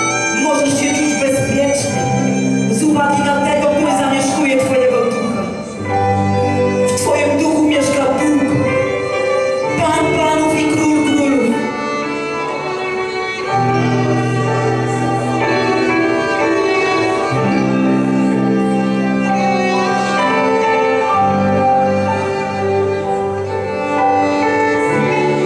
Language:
Polish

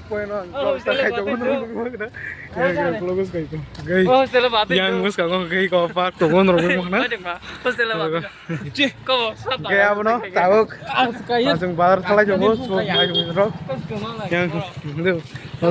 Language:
Kok Borok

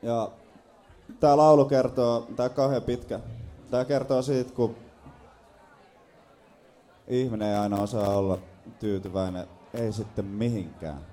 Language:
Finnish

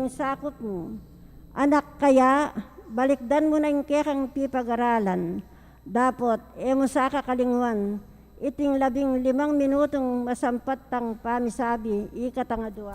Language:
Pampanga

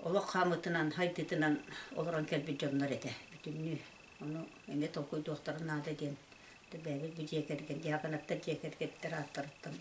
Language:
Yakut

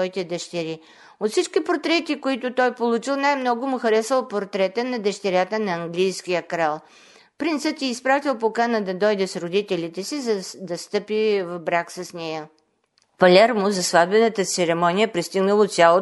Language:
Bulgarian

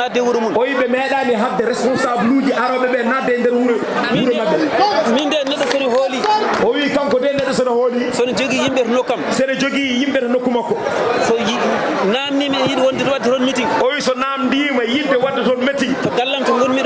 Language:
Fula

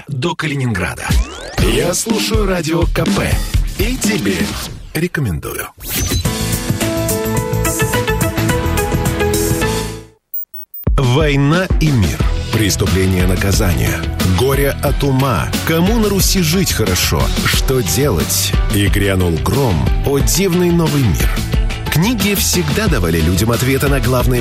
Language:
Russian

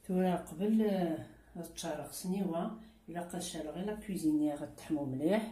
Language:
Kabyle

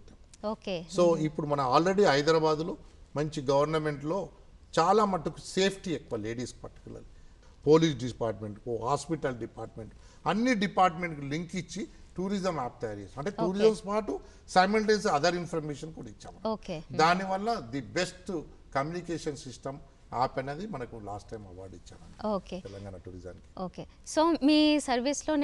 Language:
Telugu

